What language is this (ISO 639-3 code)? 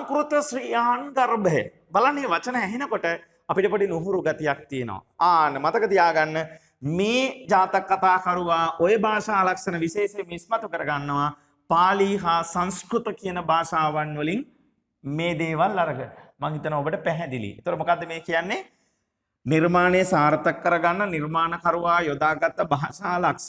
sin